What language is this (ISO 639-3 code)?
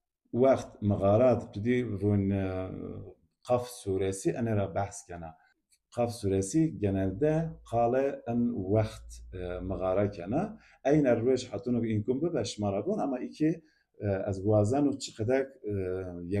zza